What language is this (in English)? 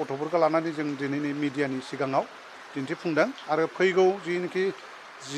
Bodo